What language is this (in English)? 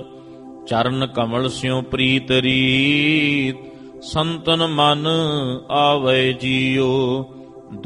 Punjabi